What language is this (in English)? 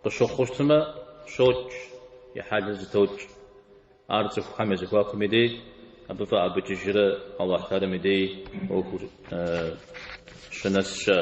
Kabardian